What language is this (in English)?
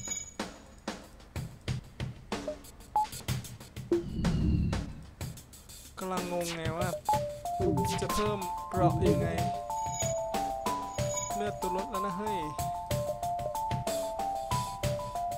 Thai